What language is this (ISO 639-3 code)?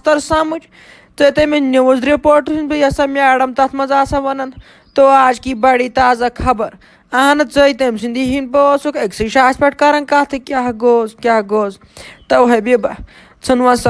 kas